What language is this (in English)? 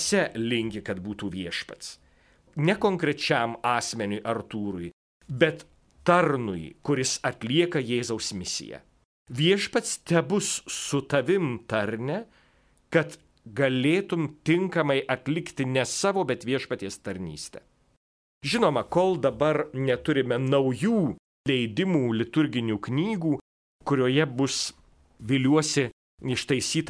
Lithuanian